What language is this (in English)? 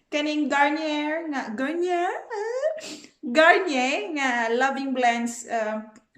Cebuano